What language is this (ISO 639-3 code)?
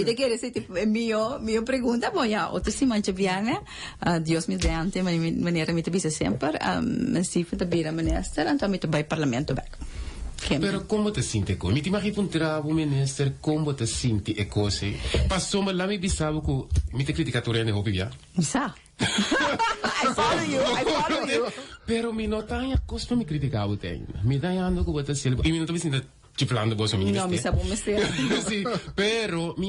pap